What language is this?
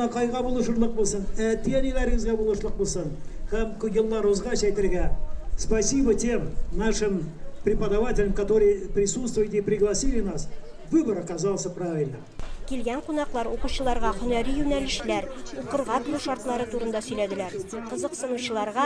Tatar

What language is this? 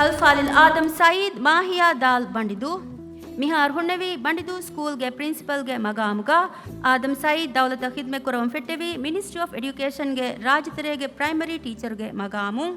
Divehi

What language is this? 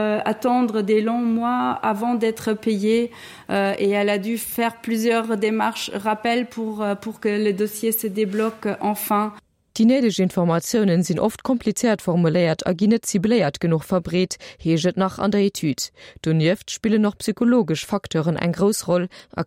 Luxembourgish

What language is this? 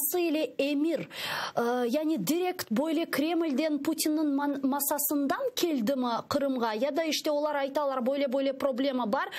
Crimean Tatar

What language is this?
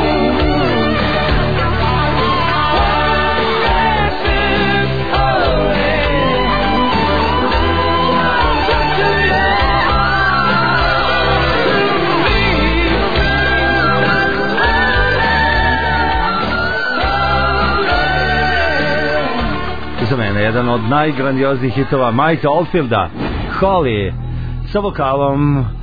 Serbian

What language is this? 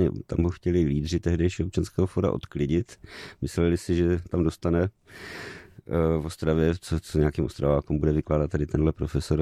Czech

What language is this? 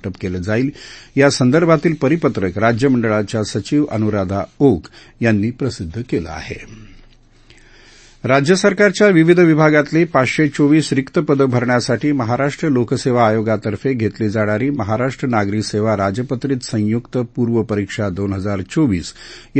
Marathi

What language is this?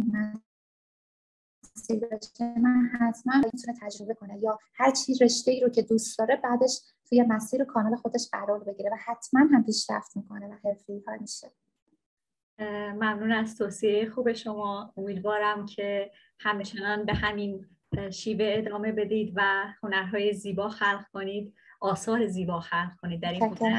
Persian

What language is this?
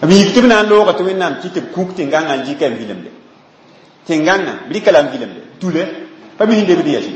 Mossi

